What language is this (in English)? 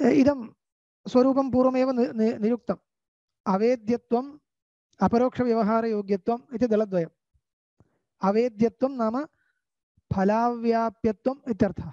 Sanskrit